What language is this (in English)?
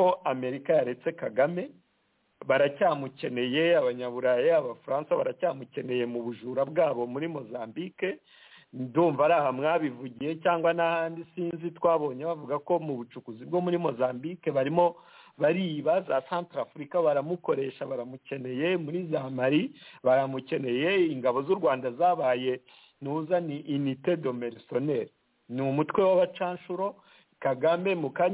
Kinyarwanda